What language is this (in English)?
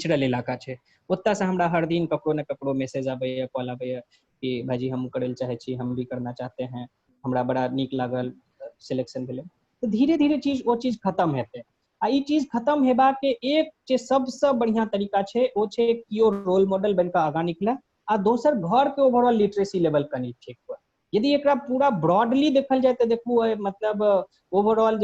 Maithili